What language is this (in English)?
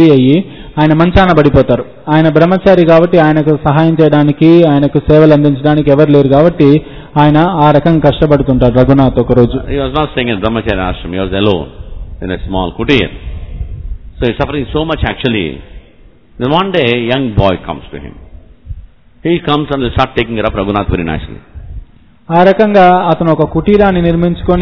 Telugu